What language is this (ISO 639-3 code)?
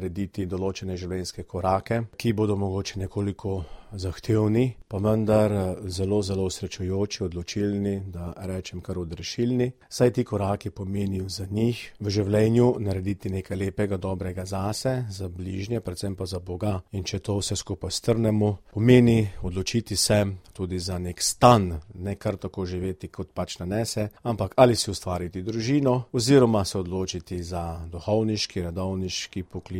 slv